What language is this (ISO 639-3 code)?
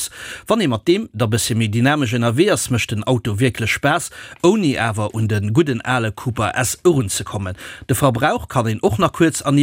ltz